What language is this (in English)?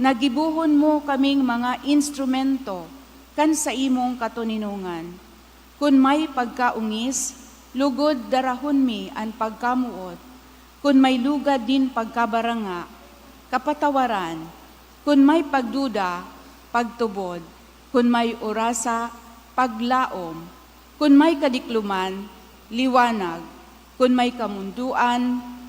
Bikol